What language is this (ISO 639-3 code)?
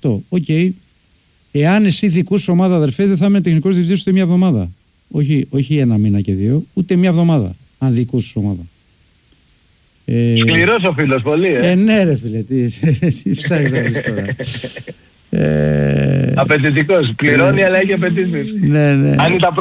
ell